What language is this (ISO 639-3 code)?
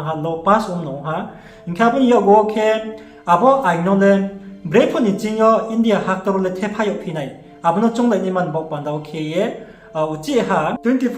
ria